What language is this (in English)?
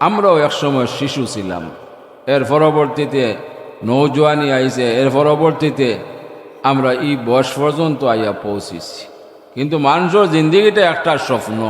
Sylheti